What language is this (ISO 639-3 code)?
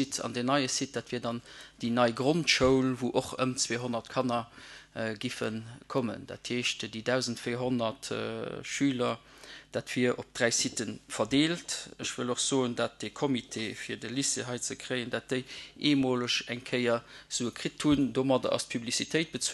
ltz